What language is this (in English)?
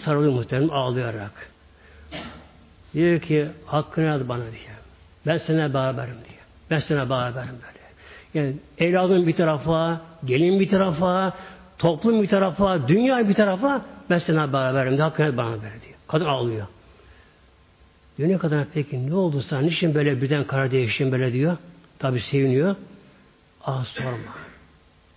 Turkish